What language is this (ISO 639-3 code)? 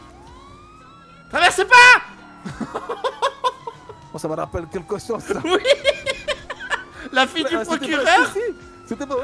fra